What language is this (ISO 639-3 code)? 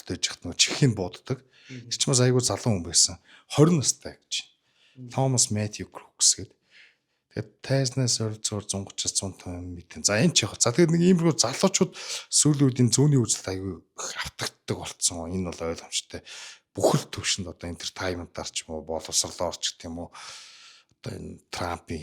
mon